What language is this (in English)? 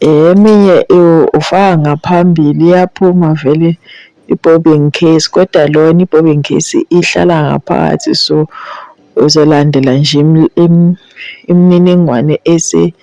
Zulu